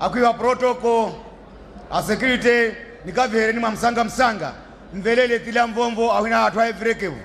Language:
Nyanja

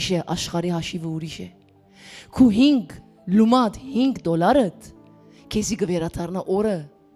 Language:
Western Armenian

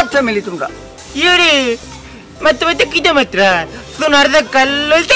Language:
Sylheti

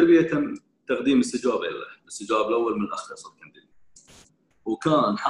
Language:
Gulf Arabic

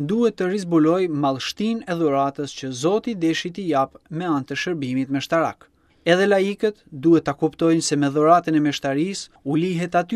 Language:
Albanian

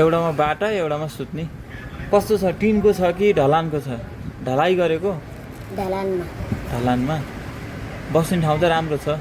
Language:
Nepali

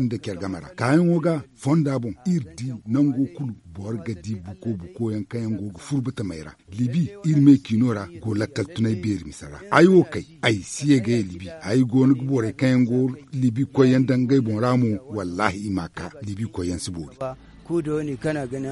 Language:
Zarma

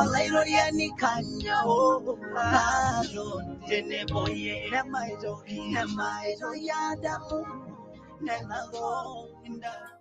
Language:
Masai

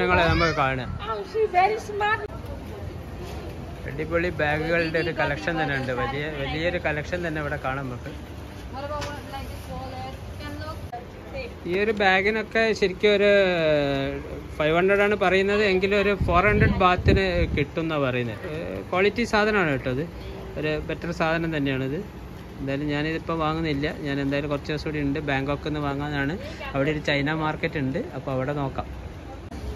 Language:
Malayalam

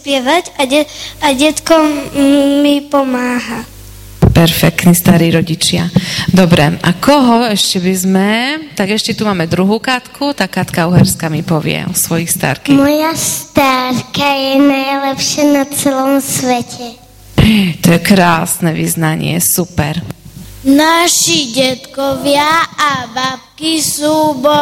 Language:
Slovak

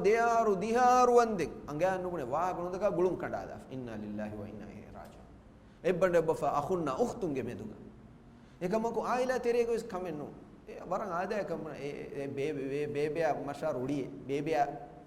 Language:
Divehi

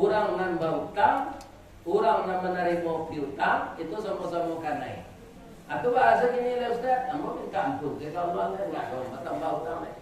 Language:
Minangkabau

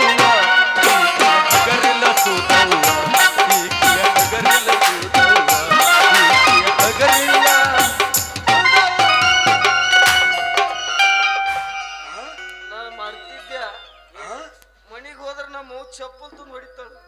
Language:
Kannada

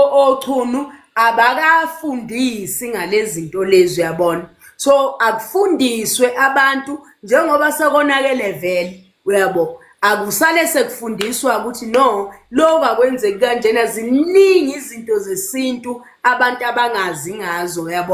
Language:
Zulu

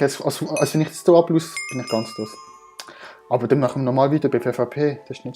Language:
Swiss German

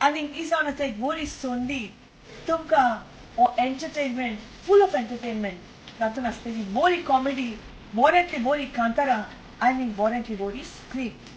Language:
Konkani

